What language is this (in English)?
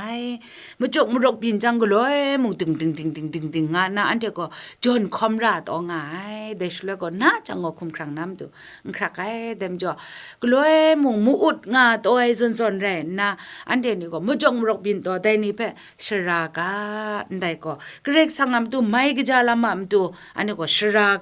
Kachin